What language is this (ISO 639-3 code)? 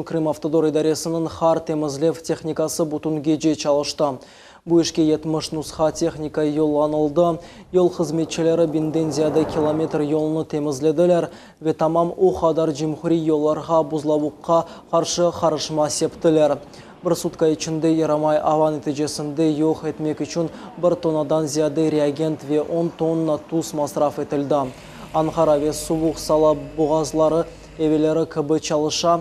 crh